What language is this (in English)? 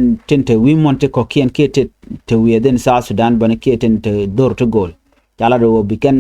Nuer